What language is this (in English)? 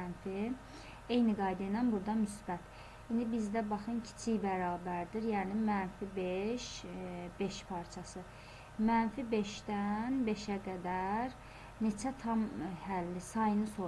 Azerbaijani